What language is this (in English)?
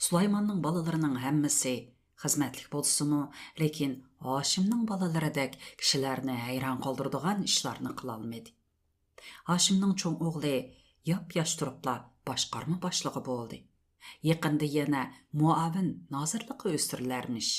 Uyghur